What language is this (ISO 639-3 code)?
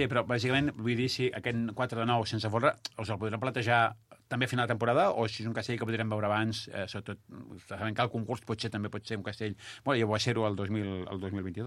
cat